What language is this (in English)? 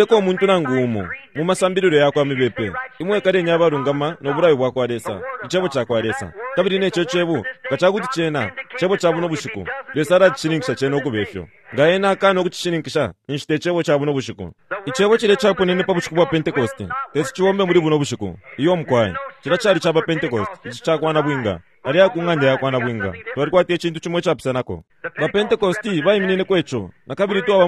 Bemba